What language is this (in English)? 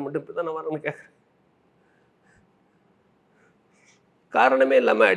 Tamil